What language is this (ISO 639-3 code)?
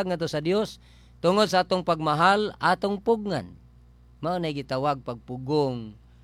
ceb